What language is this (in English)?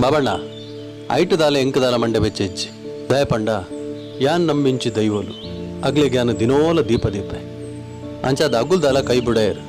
Tulu